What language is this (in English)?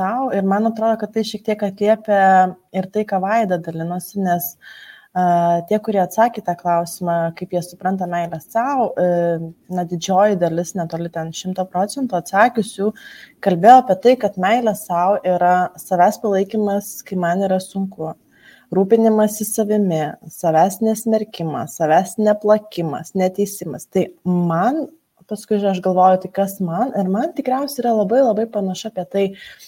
Lithuanian